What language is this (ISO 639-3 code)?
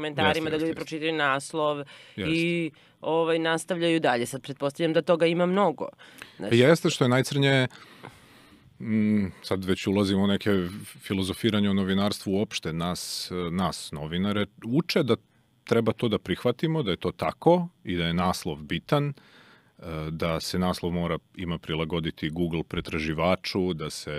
srp